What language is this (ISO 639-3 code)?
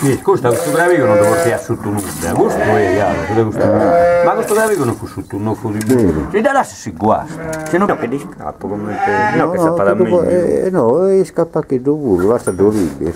srd